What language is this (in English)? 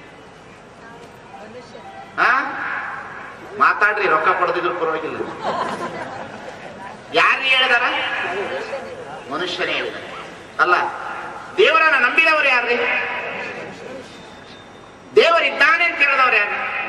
Kannada